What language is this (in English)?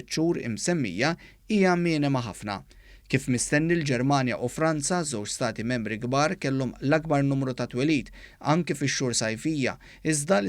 Maltese